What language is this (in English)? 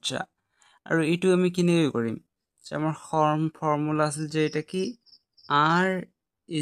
Assamese